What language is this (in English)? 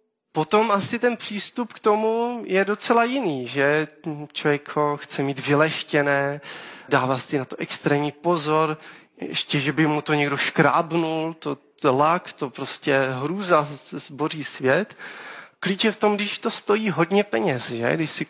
Czech